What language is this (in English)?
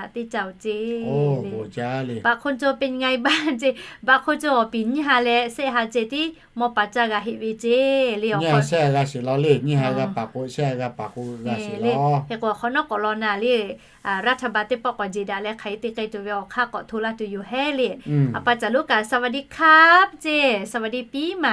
Lahu